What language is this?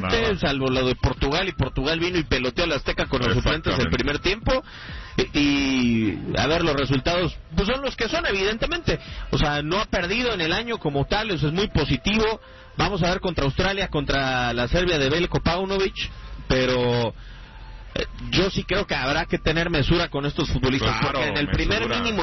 Spanish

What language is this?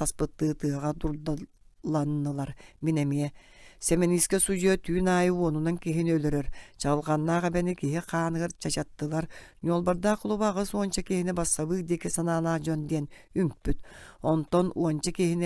Yakut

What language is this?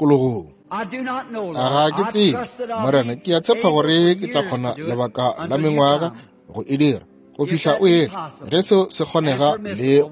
Northern Sotho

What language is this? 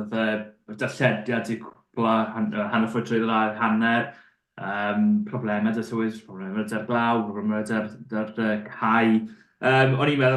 Welsh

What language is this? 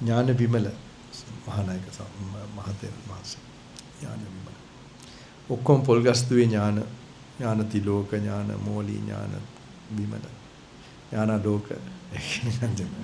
Sinhala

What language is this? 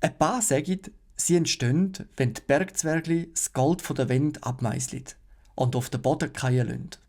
Swiss German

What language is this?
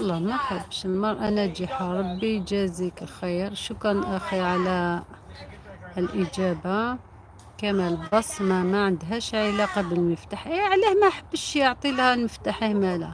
Algerian Arabic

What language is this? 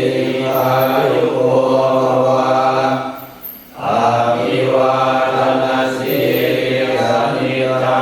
Pali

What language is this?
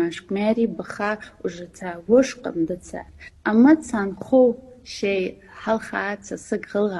Ingush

